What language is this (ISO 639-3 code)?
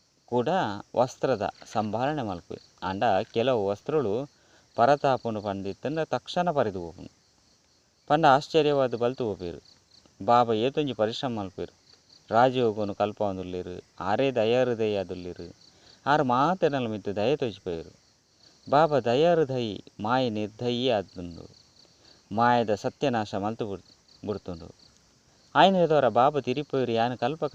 tcy